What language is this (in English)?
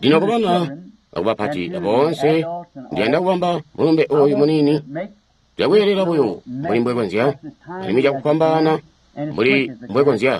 Tonga (Zambia)